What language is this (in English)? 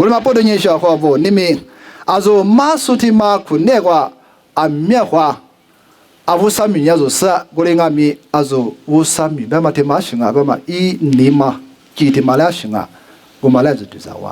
Lisu